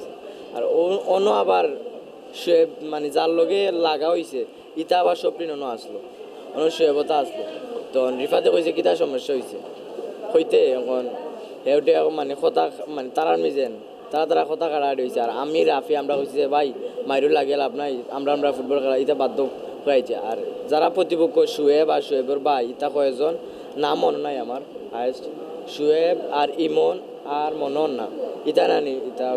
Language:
Sylheti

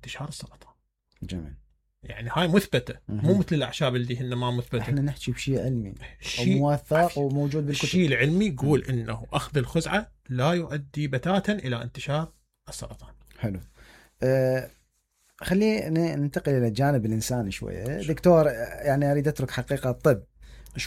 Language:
Mesopotamian Arabic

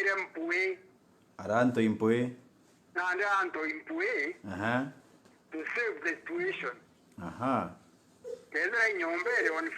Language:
Meru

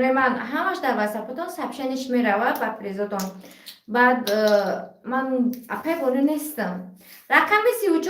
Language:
Tajik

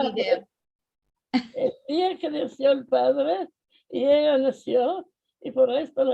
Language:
Ladino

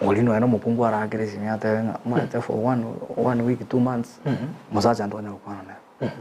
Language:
Gusii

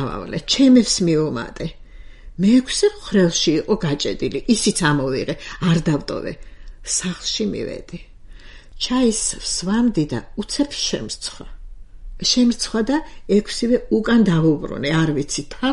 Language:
Georgian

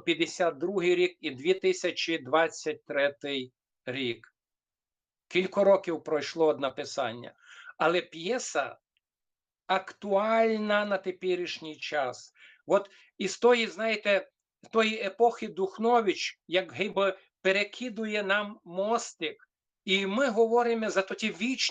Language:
Rusyn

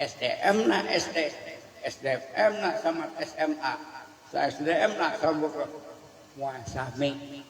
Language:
Sundanese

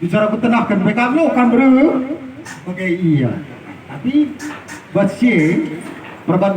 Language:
Batak Karo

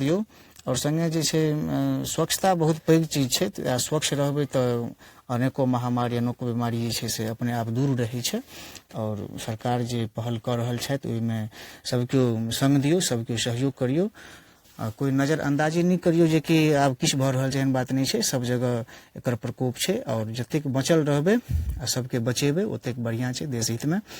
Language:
Maithili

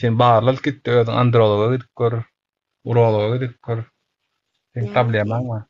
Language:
Turkmen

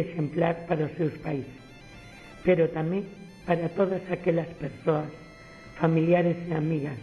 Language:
Galician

